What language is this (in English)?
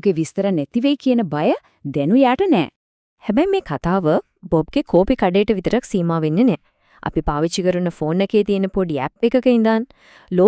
Sinhala